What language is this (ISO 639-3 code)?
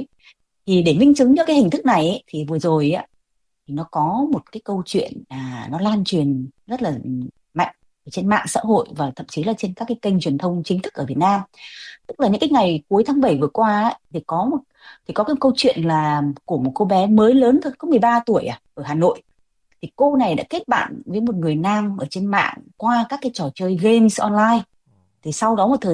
vie